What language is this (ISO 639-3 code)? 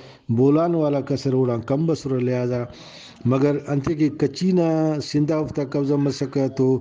brh